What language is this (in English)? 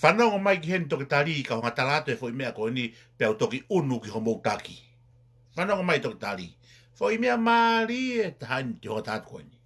Tongan